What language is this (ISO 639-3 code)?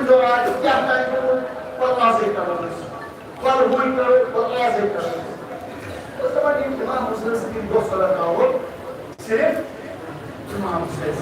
kas